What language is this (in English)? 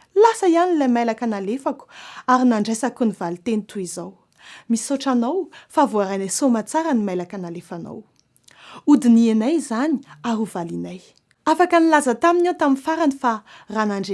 Malagasy